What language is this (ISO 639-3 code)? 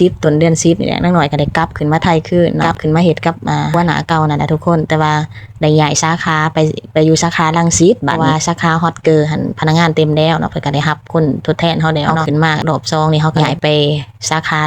lao